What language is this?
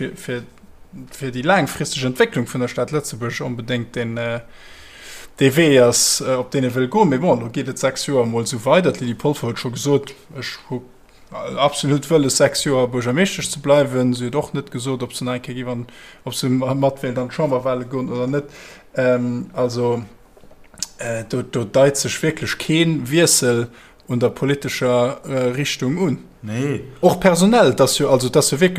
Luxembourgish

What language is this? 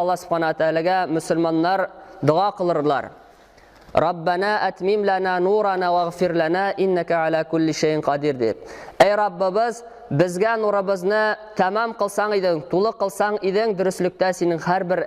Tatar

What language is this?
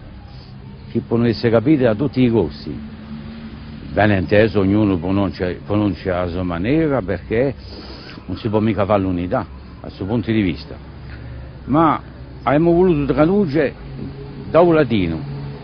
Corsican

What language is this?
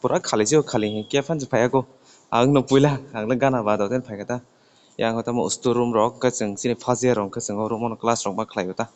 Kok Borok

